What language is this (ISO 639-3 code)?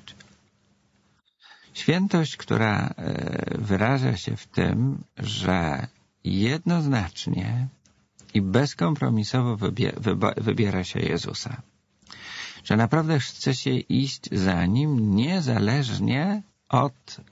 pol